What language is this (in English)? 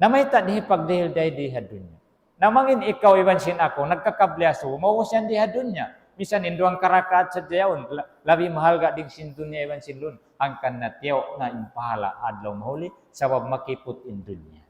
Tausug